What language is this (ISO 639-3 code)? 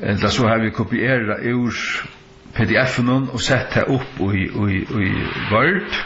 fao